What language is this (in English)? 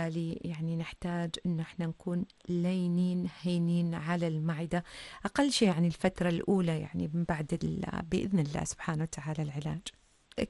Arabic